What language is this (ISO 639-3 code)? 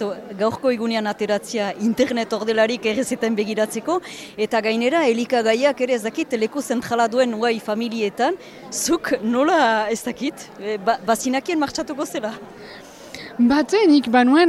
eus